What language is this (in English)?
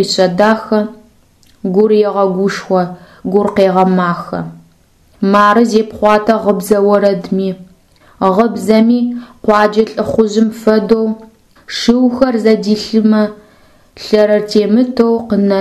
Adyghe